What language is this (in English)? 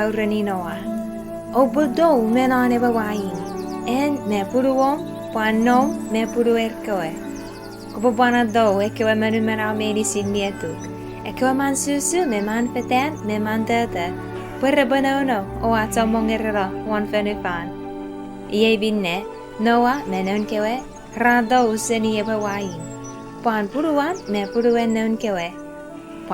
Chuukese